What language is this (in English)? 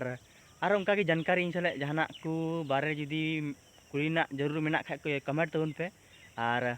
Santali